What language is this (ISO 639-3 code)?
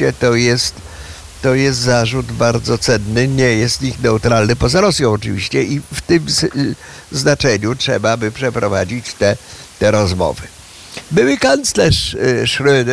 pol